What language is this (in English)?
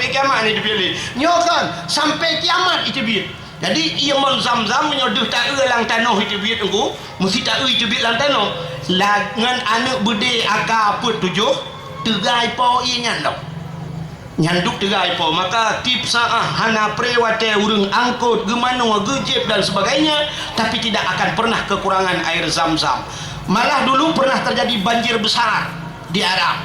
Achinese